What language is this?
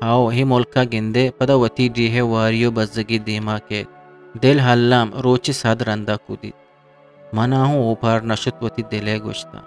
Eastern Balochi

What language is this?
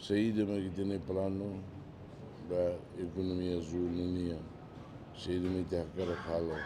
Tetum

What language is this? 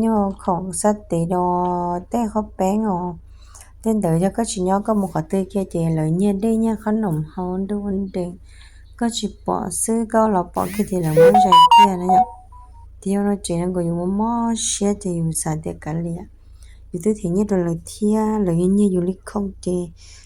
Hmong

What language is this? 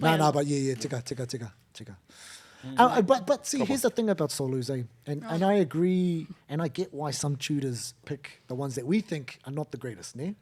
Māori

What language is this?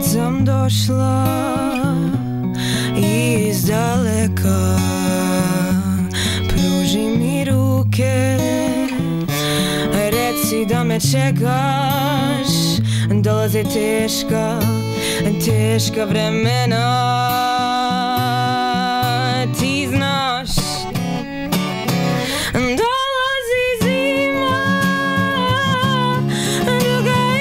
Serbian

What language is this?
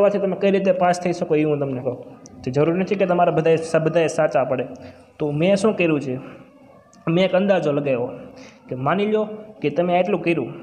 Gujarati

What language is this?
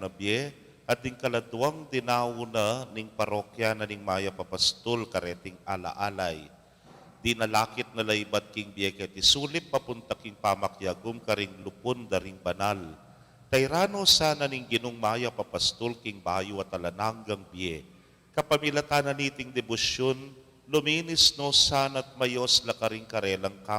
Pampanga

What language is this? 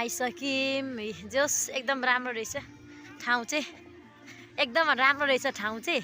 Nepali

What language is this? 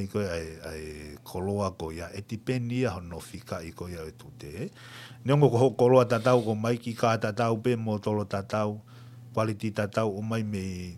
Tongan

